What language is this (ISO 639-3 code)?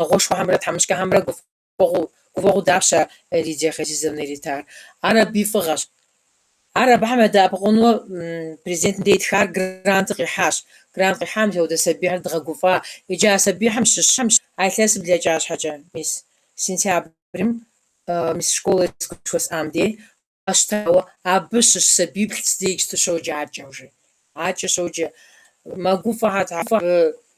kbd